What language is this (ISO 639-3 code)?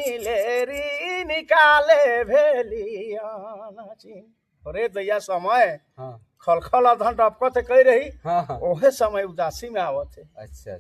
sck